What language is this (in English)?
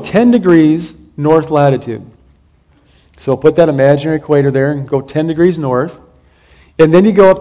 English